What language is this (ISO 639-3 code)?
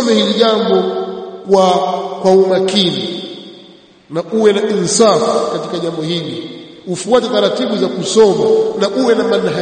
swa